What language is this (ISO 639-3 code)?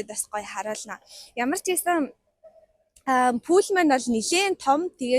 mon